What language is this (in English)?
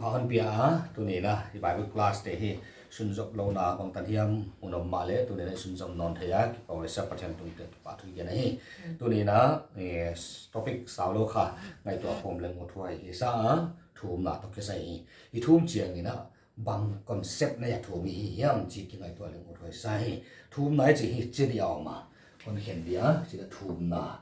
Paite Chin